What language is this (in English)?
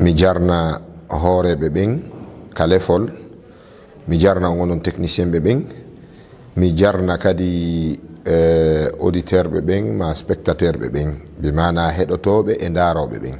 Fula